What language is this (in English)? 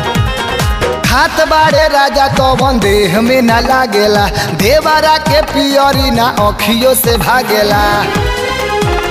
Bhojpuri